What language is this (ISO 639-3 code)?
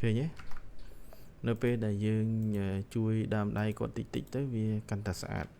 khm